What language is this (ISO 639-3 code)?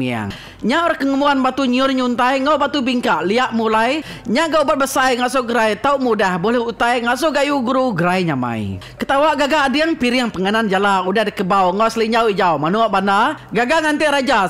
iba